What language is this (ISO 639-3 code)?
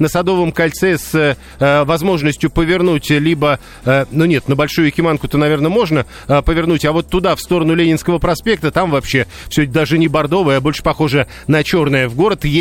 rus